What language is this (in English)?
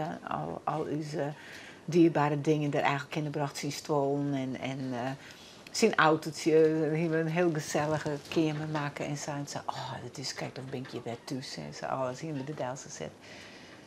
Western Frisian